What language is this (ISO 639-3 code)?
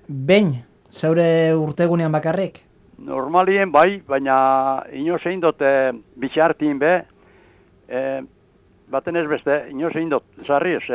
eus